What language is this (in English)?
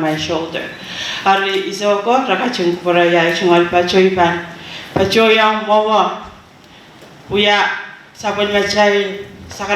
Pohnpeian